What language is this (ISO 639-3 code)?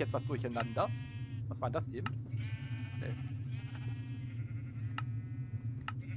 deu